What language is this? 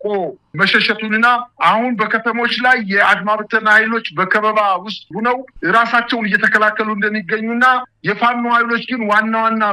Amharic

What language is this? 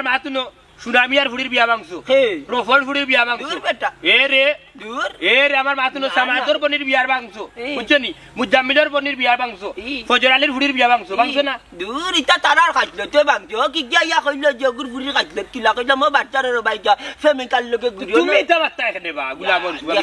Sylheti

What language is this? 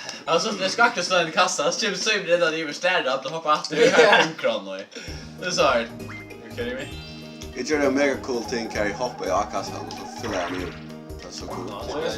Faroese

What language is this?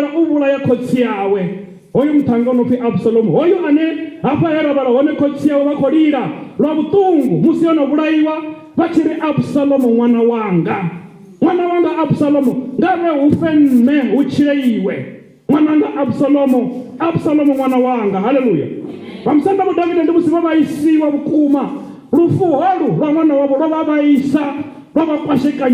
Venda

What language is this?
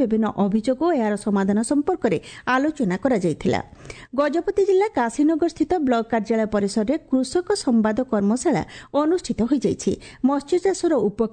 Odia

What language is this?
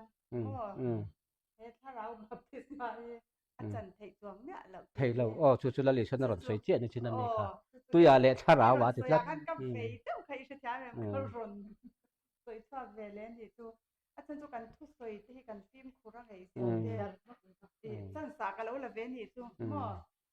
Mizo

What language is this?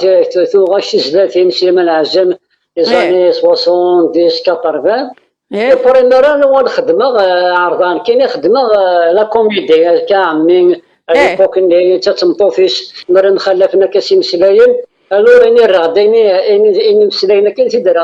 Kabyle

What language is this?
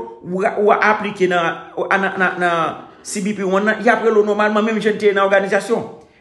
Haitian Creole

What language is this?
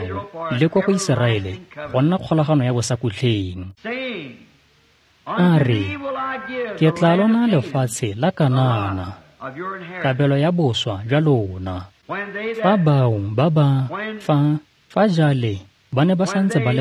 Tswana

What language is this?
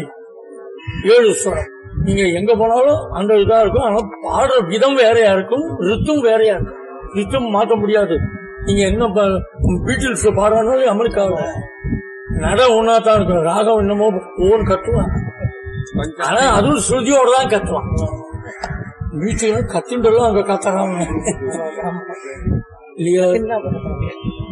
Tamil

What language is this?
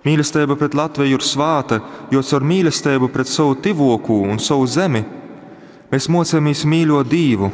Latgalian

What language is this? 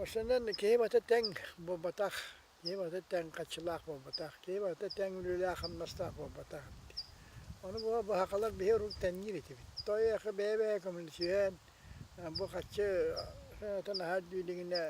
Yakut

